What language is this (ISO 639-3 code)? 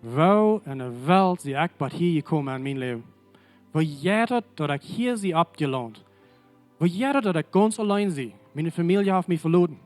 pdt